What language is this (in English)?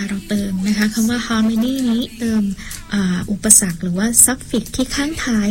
Thai